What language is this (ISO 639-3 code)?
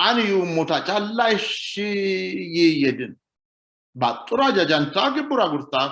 sid